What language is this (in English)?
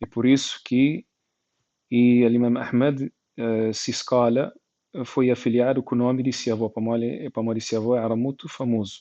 Kabuverdianu